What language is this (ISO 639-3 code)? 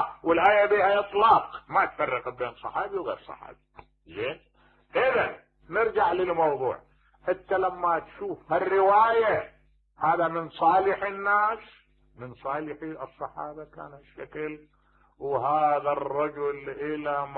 acm